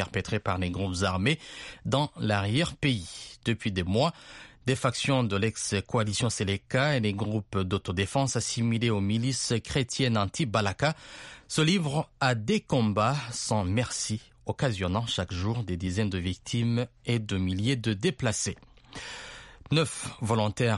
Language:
French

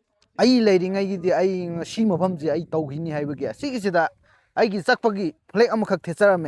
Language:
Manipuri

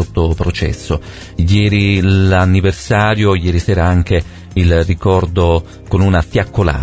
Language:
Italian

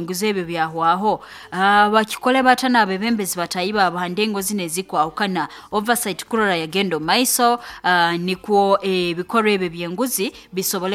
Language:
Nyankole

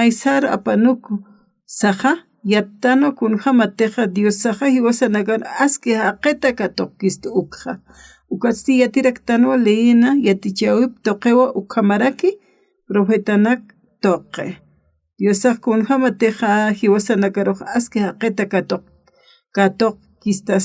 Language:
Aymara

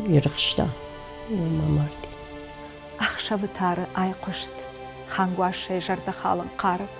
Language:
Ossetic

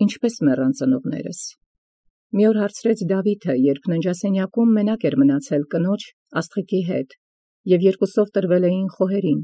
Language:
Armenian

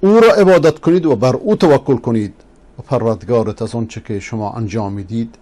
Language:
Persian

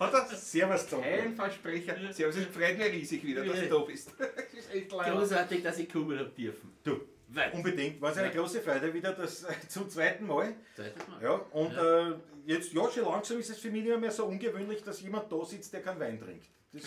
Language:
Bavarian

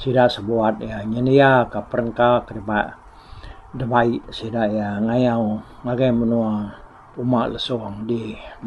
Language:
Iban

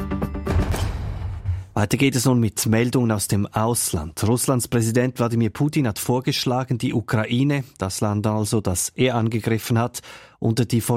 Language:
German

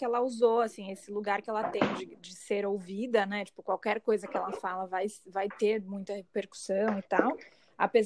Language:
Portuguese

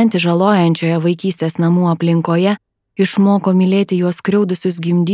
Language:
Lithuanian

